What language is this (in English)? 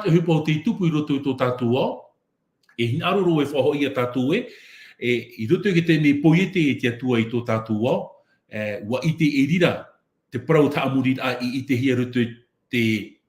Tahitian